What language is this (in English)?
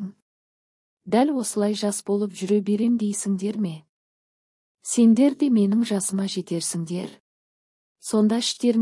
Kazakh